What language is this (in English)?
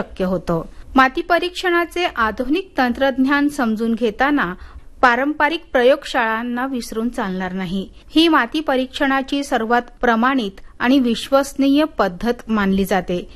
Marathi